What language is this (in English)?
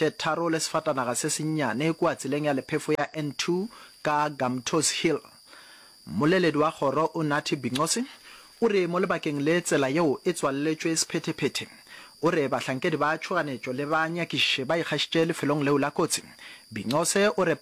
Northern Sotho